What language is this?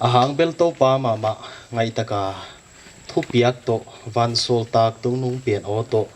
Paite Chin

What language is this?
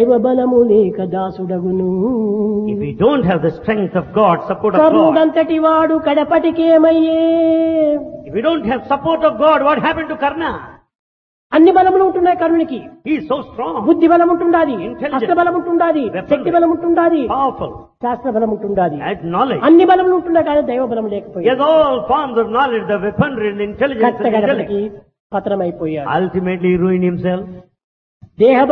Telugu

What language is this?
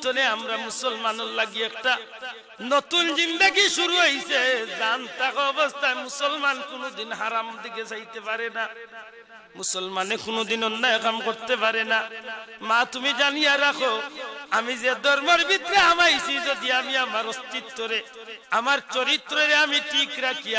Sylheti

